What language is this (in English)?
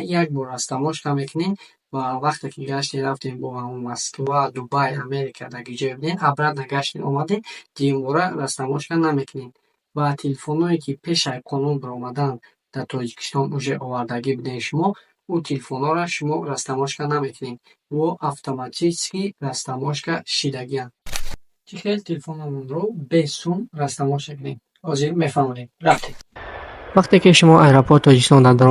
Tajik